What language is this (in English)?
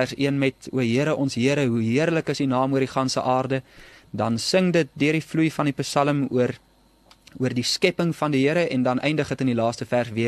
Afrikaans